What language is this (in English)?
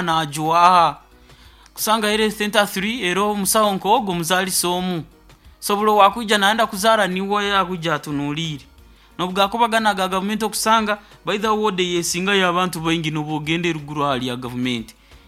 Nyoro